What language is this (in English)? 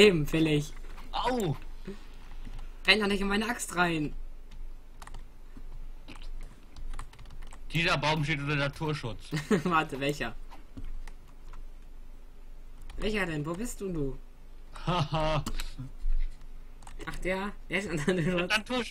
German